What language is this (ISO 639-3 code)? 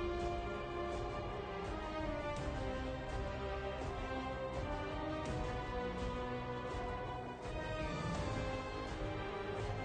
spa